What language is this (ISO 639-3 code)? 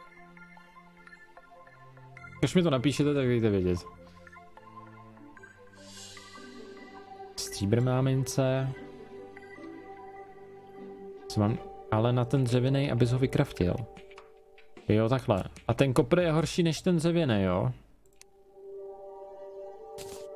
ces